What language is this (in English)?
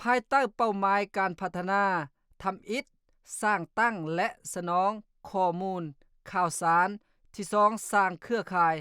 Lao